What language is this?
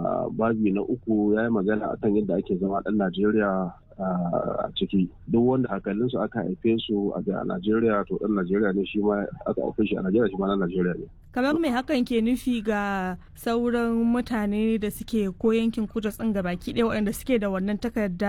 Hausa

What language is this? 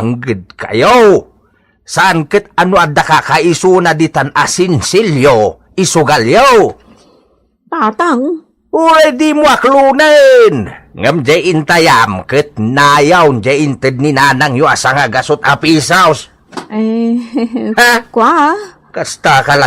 Iloko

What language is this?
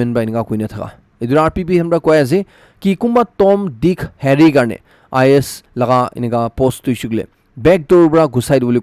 Naga Pidgin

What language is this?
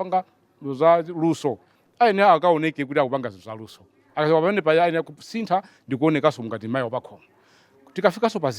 Nyanja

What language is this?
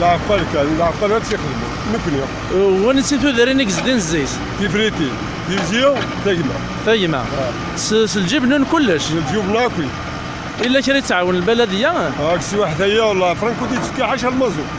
Kabyle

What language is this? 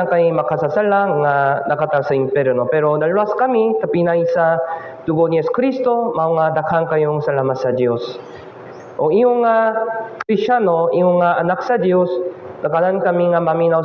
Cebuano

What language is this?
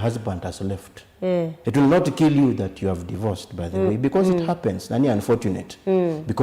Kamba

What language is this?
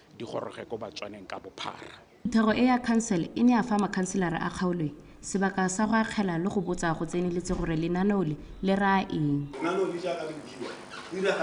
Tswana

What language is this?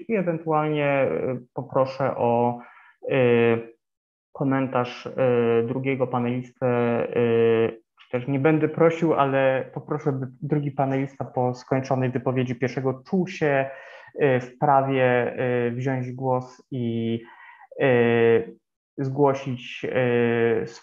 Polish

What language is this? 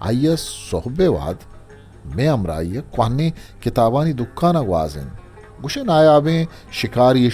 Eastern Balochi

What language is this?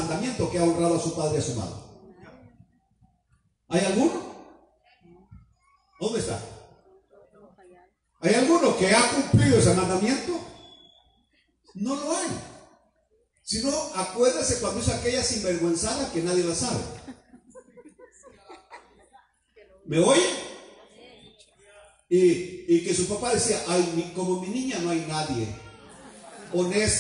Spanish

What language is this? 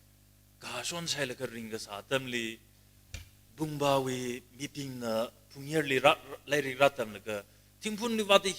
Tangkhul Naga (India)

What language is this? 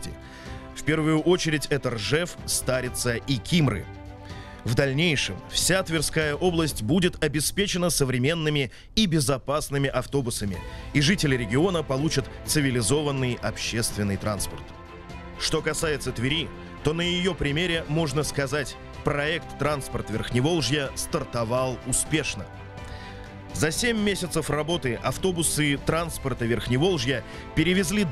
Russian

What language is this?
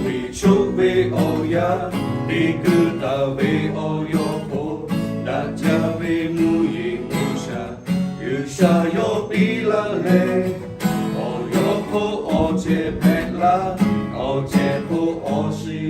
Lahu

